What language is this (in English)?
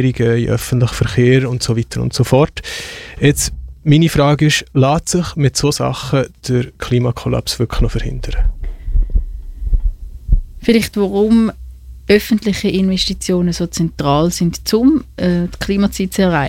German